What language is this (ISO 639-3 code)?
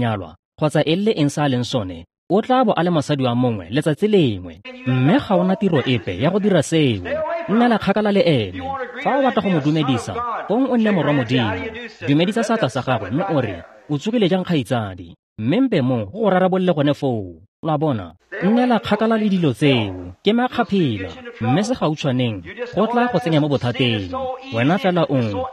tsn